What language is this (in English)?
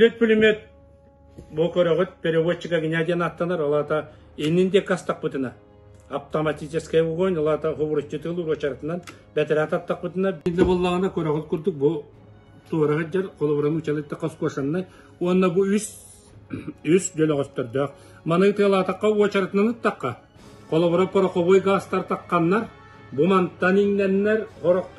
Yakut